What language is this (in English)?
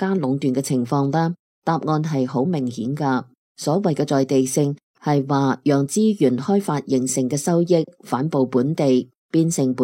Cantonese